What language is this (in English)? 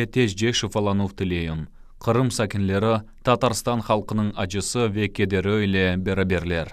Crimean Tatar